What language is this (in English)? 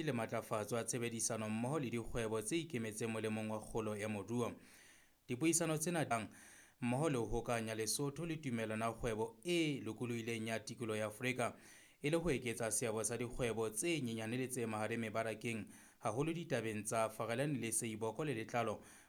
Southern Sotho